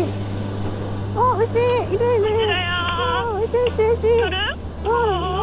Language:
Japanese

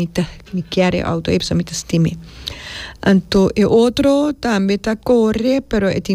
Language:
Papiamento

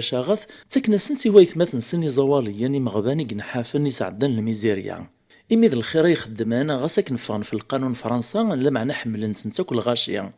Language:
Kabyle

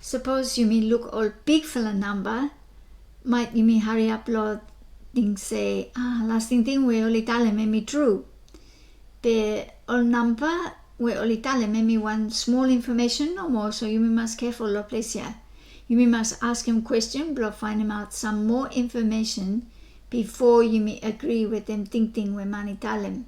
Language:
Bislama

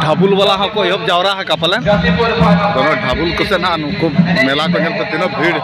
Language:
Santali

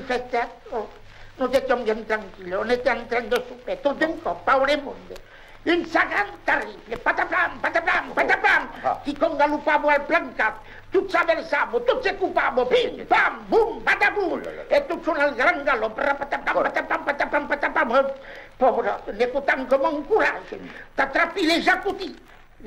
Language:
Occitan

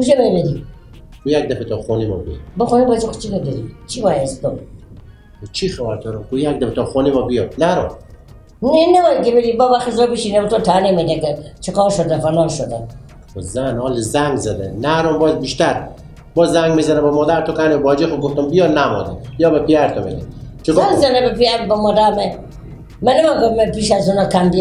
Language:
Persian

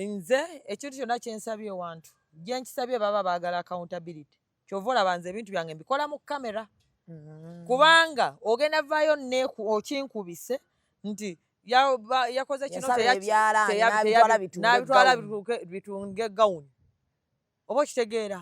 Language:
Ganda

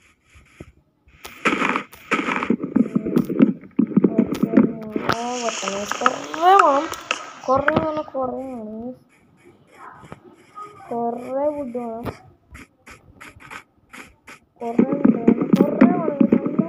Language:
Malayalam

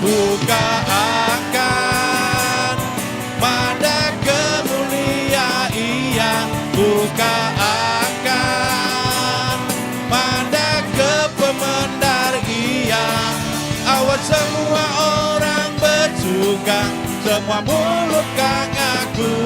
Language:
Iban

